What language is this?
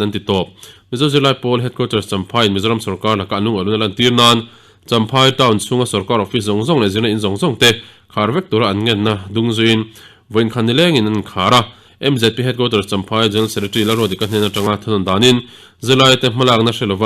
Mizo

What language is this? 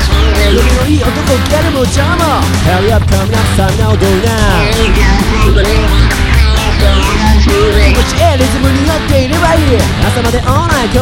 Japanese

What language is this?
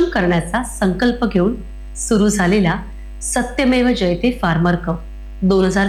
Marathi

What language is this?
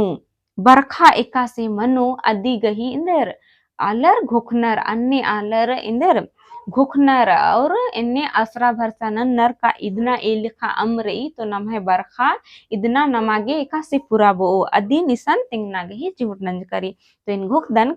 Kurukh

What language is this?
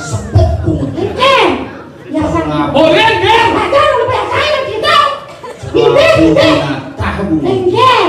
Balinese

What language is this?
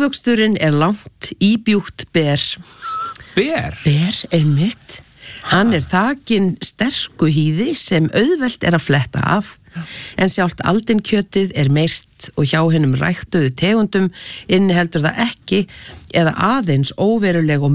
Icelandic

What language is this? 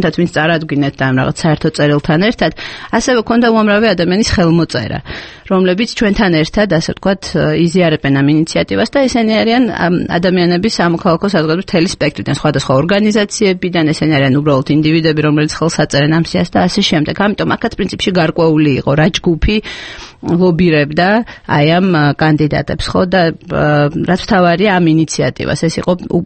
Georgian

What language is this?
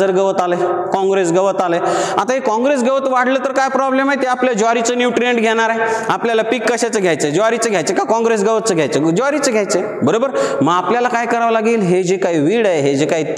Marathi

